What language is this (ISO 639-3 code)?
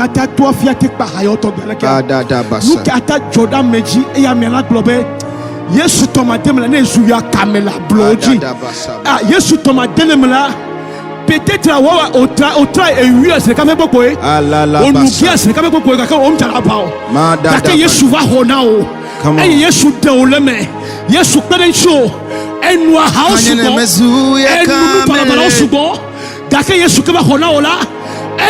ewe